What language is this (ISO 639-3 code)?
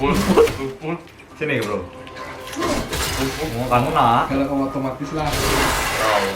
bjn